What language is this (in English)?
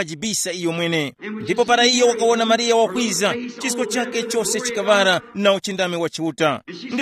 Tumbuka